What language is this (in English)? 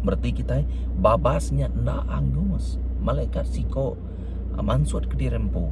Iban